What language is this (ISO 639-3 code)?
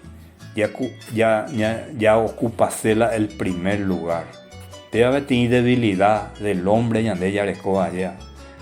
grn